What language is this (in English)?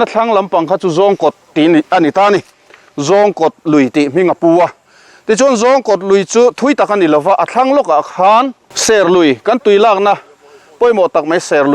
Mizo